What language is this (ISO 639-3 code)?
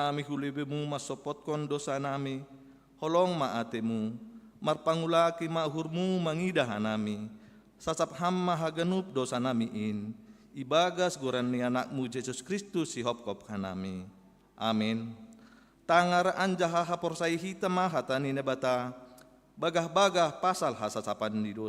bts